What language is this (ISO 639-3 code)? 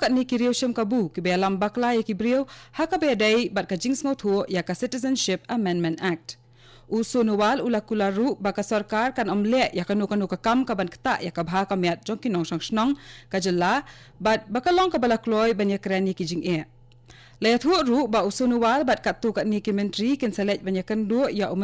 kha